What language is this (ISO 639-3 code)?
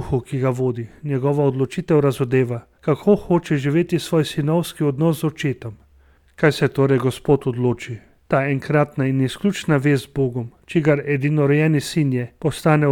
slv